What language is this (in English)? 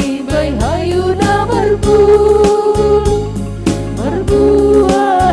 Batak Simalungun